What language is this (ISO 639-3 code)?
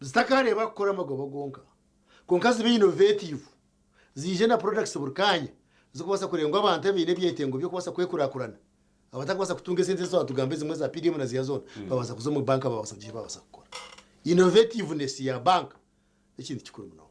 nyn